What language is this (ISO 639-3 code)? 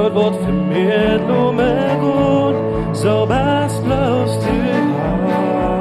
pdt